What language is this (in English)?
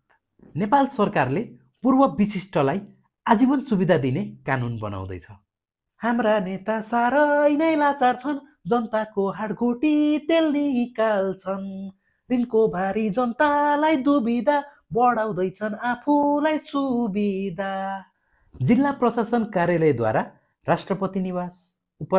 Nepali